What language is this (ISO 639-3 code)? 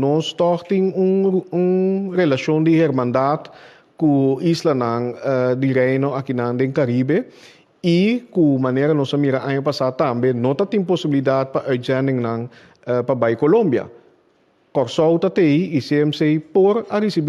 pap